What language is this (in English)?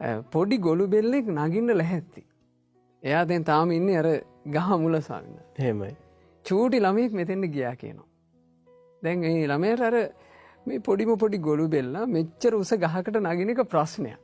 Sinhala